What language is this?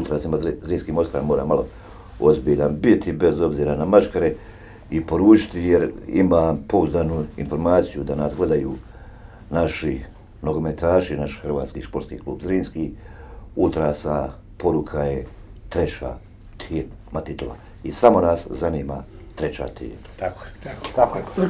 Bosnian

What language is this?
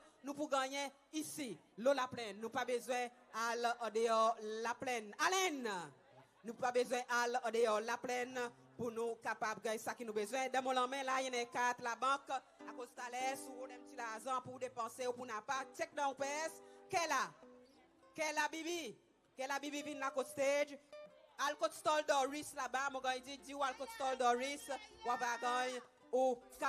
Seselwa Creole French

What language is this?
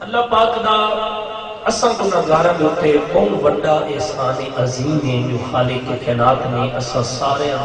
Saraiki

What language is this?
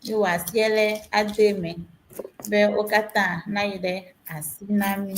Ewe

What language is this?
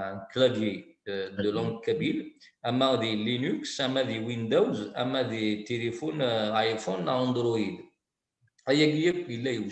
Kabyle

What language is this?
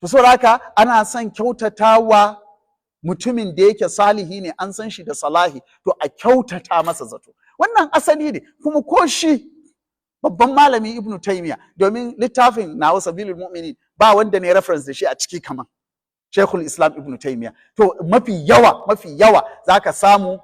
Hausa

